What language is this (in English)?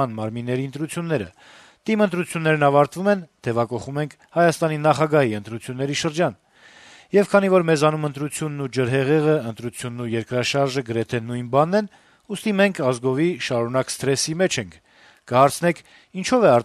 Armenian